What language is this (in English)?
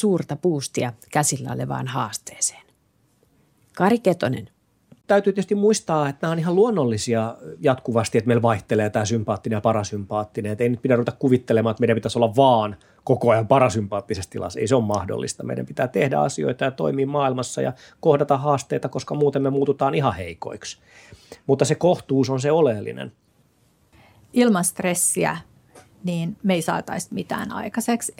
Finnish